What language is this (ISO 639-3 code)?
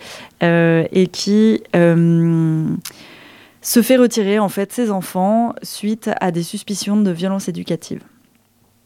fra